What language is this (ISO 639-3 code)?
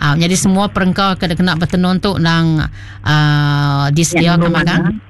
iba